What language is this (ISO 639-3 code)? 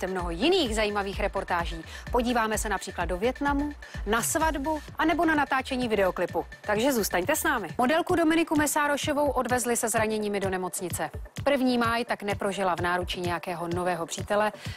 ces